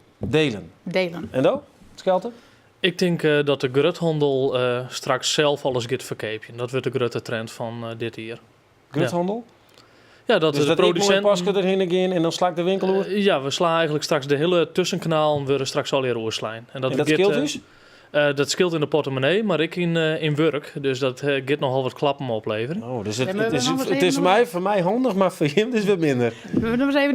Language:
Western Frisian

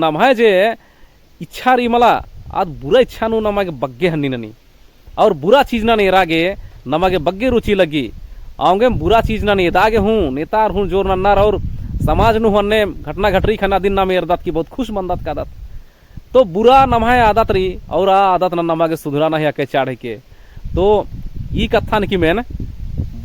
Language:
Kurukh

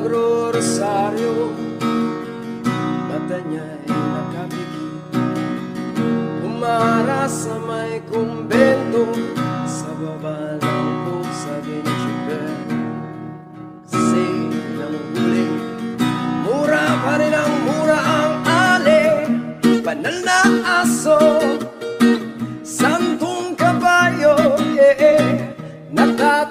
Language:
Filipino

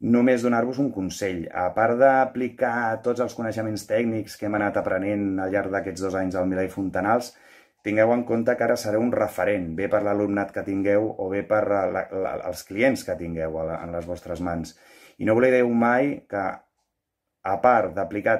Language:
Catalan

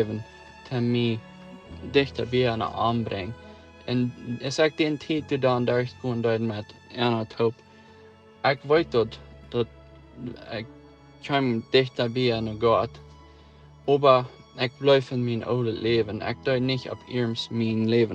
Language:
Plautdietsch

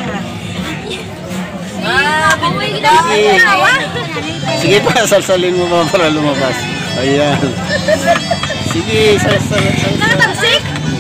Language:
Filipino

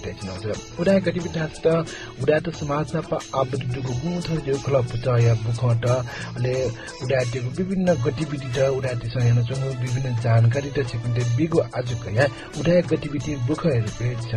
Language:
Newari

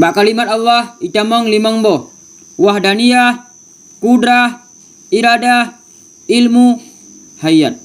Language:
Achinese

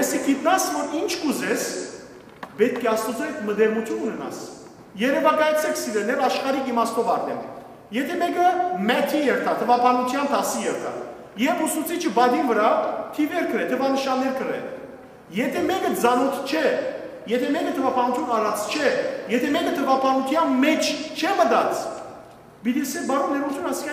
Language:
Western Armenian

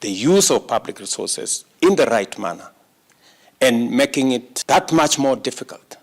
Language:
Kamba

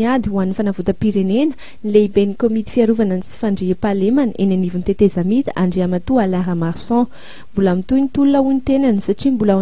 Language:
Malagasy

